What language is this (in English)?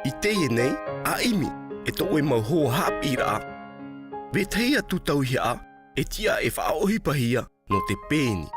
Tahitian